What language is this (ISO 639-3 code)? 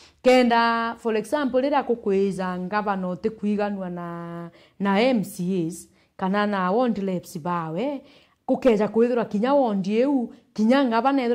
mer